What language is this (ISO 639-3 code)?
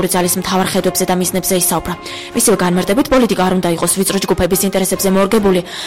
kat